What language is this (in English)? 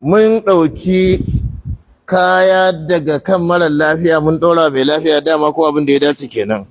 Hausa